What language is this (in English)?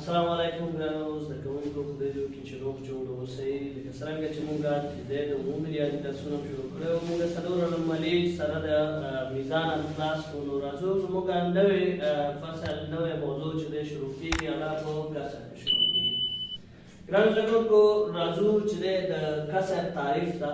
Pashto